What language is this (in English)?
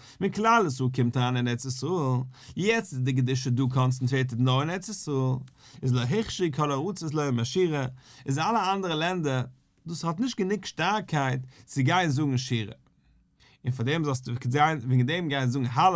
Yiddish